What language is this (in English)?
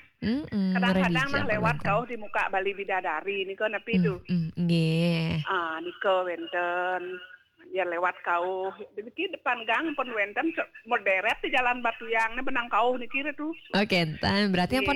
Balinese